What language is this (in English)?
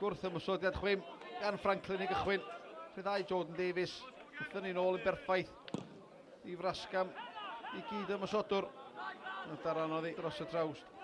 Welsh